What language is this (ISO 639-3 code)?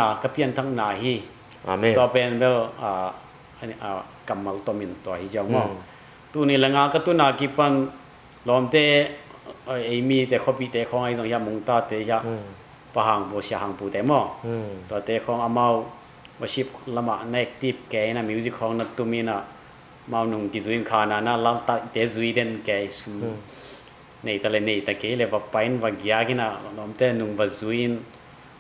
ctd